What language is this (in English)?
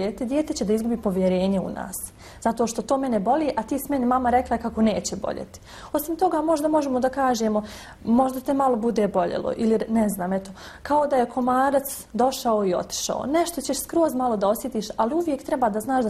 Bosnian